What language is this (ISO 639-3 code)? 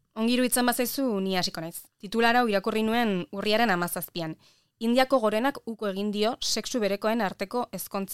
eus